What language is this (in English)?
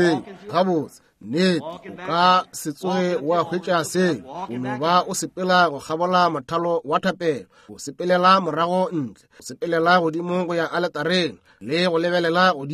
Northern Sotho